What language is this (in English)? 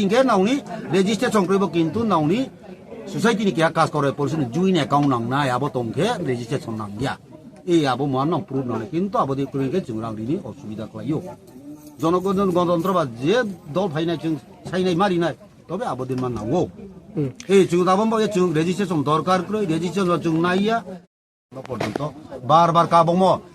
Riang (India)